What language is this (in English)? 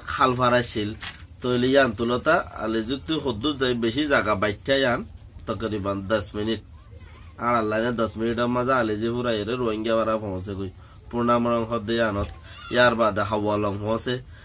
Rohingya